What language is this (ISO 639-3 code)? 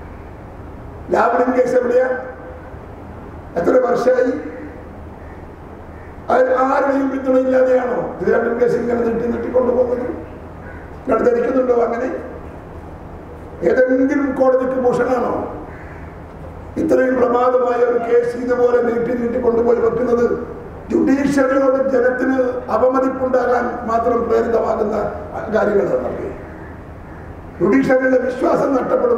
mal